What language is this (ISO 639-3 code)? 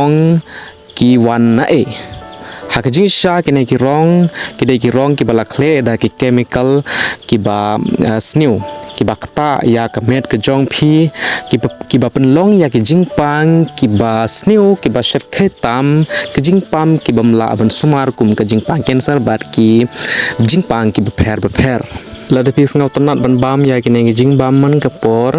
kha